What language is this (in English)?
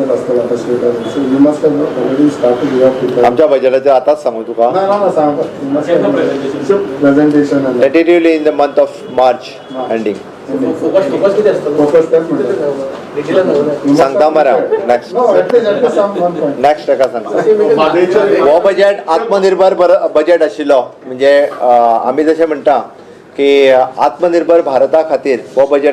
Konkani